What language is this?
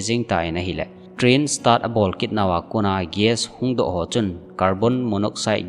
Thado Chin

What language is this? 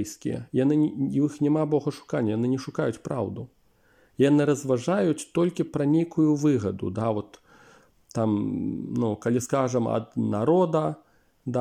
Belarusian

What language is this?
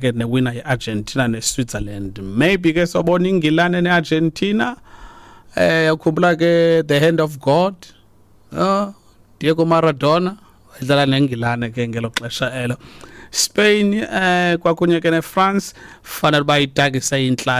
Xhosa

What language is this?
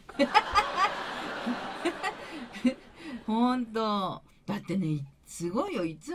Japanese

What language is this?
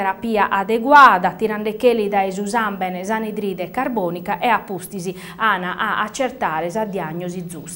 Sardinian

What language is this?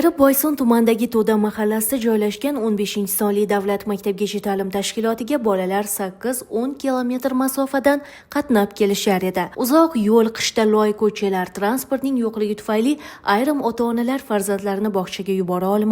Uzbek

